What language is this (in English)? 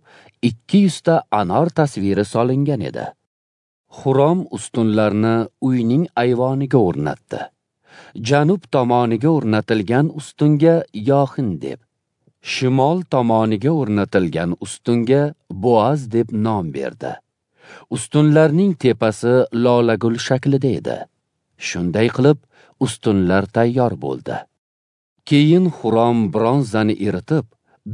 Uzbek